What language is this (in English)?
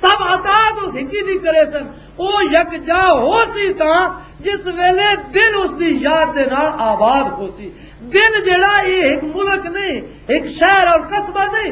Western Panjabi